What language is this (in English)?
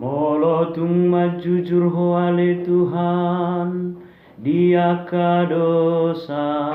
Batak Toba